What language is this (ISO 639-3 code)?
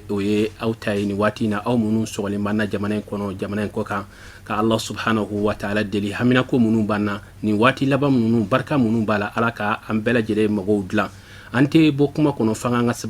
bam